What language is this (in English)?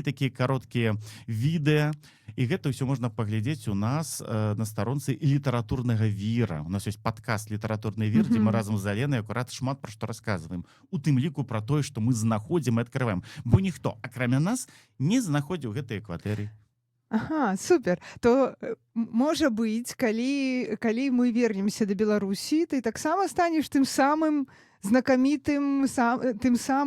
Belarusian